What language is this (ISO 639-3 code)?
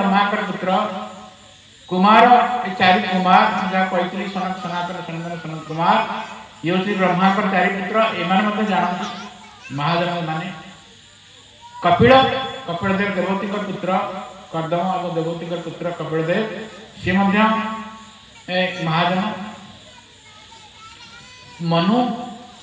ori